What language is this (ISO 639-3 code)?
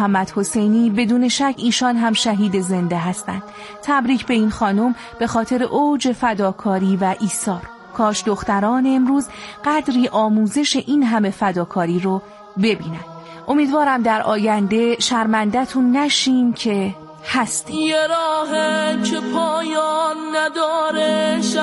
fas